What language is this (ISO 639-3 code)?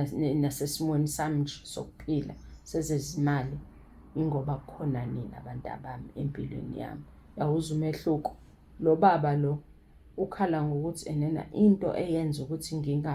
zul